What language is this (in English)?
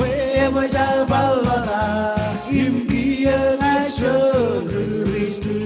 Marshallese